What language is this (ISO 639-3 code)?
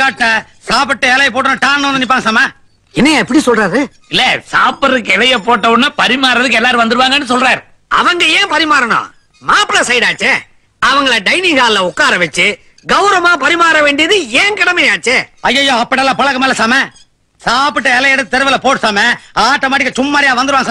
tam